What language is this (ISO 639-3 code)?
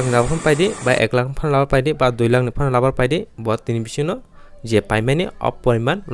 trp